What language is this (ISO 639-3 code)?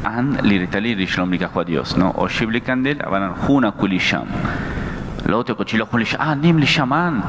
kek